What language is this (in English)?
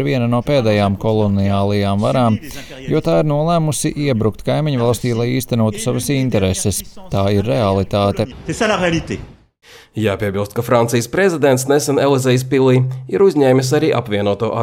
Latvian